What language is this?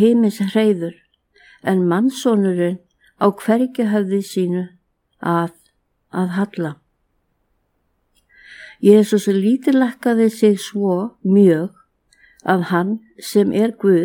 Icelandic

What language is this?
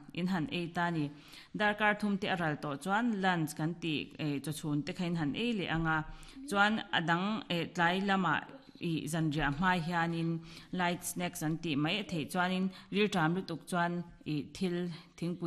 Mizo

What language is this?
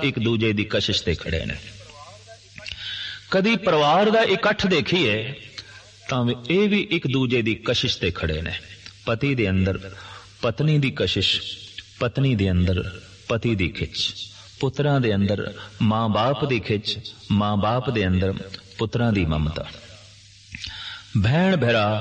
Punjabi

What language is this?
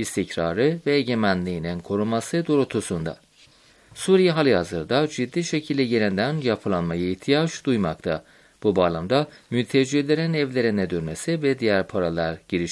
Turkish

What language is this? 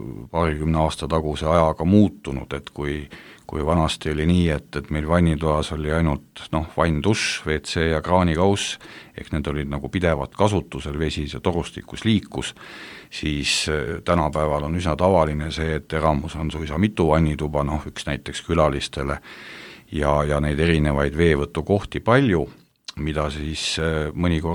Estonian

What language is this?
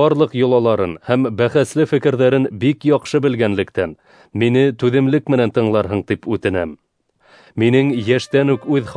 Bashkir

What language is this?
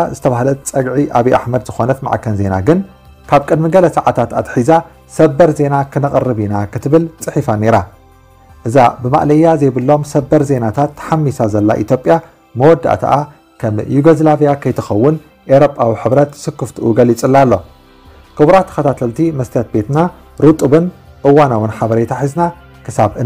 Tigrinya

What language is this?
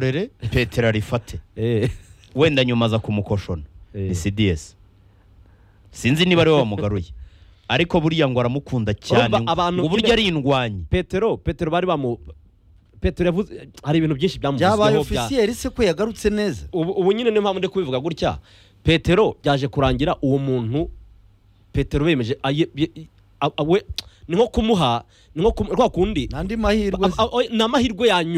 Kinyarwanda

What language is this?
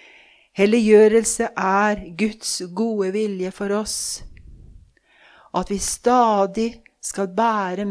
Norwegian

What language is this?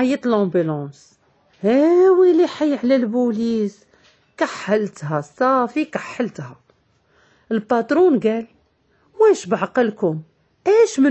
Moroccan Arabic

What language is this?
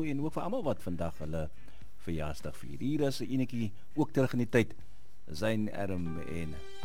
Afrikaans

